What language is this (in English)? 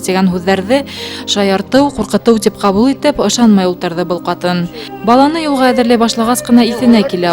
Bashkir